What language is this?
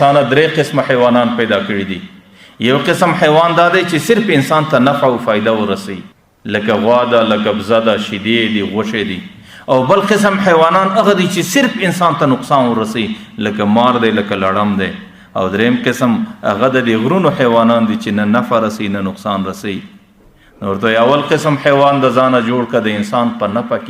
Pashto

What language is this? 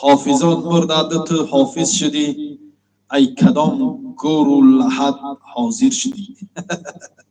Tajik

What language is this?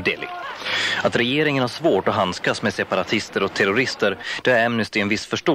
Swedish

